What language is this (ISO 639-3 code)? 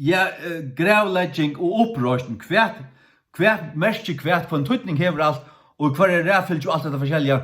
fao